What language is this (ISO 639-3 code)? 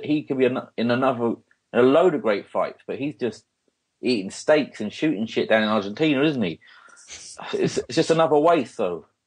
eng